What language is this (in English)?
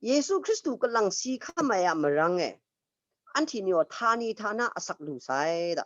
Kachin